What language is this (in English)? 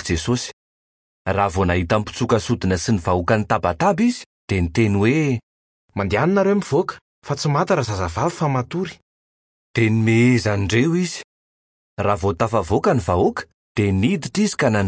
Malagasy